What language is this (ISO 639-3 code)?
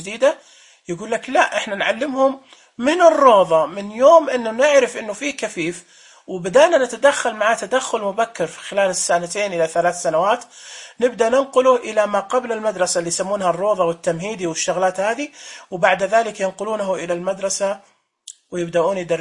ars